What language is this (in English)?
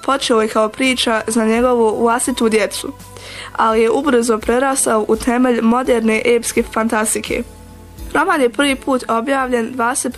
Bosnian